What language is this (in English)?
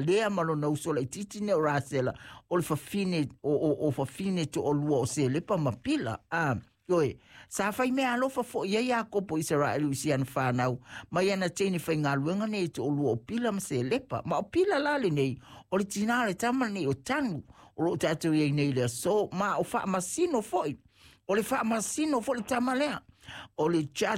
Samoan